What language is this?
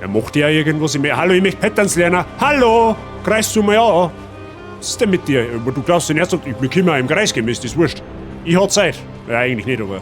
Bavarian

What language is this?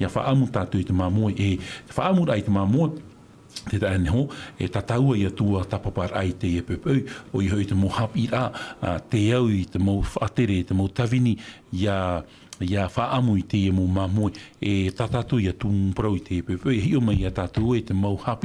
Tahitian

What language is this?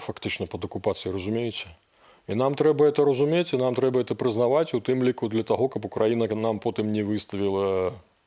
Belarusian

